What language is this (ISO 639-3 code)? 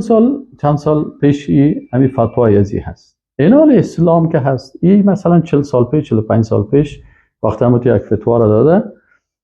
fas